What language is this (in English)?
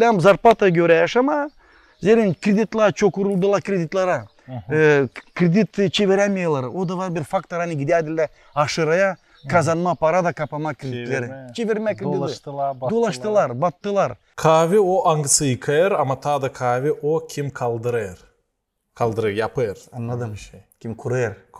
Gagauz